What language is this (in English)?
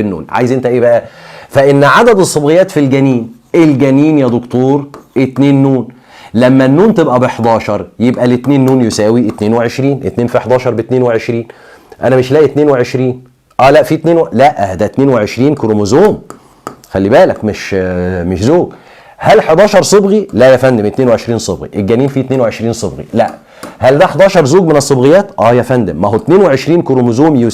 Egyptian Arabic